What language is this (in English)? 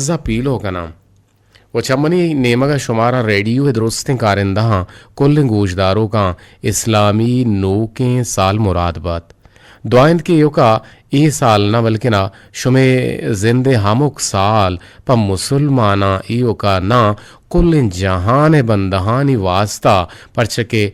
Eastern Balochi